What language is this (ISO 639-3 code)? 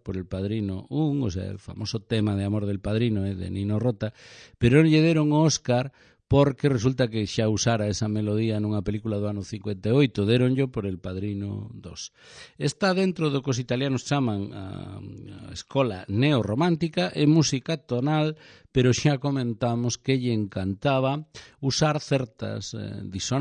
glg